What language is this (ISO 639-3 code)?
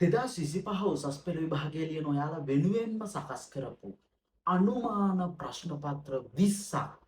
sin